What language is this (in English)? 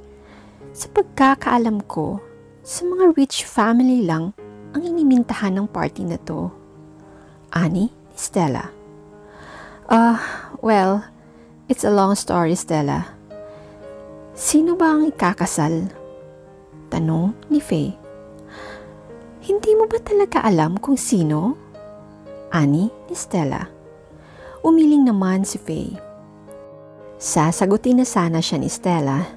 Filipino